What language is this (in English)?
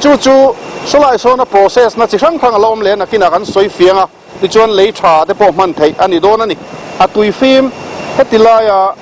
Mizo